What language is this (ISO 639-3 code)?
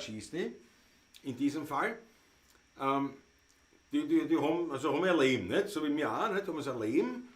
bar